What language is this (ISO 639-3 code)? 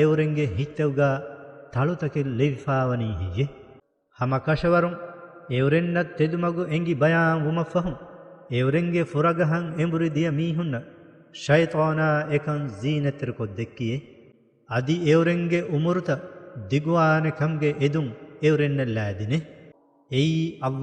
div